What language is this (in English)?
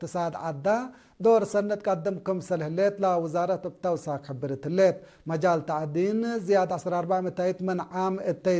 Tigre